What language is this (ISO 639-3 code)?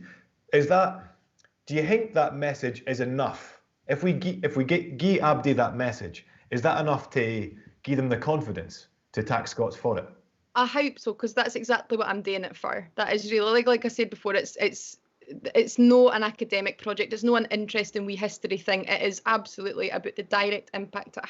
sco